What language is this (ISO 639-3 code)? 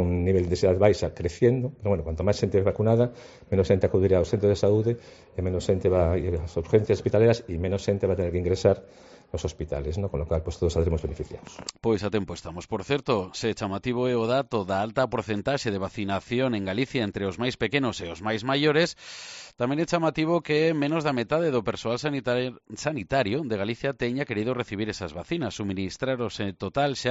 glg